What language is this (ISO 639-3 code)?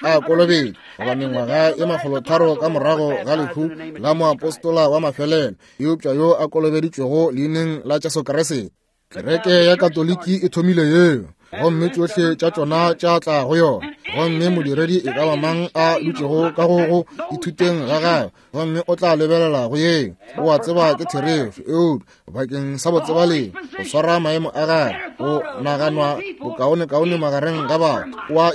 nso